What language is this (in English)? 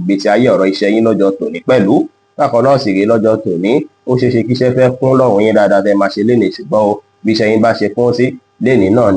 Yoruba